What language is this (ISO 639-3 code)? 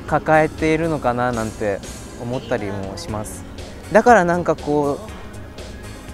jpn